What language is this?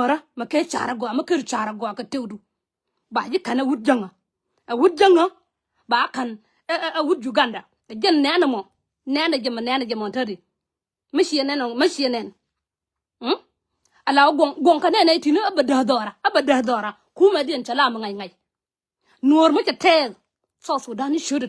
Nuer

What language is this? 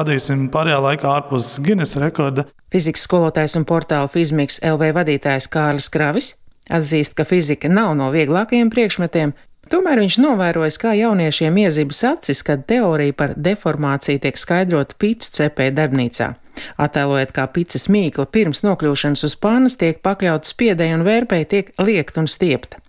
Latvian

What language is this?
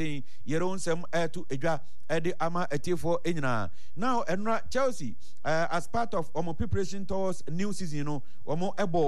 Akan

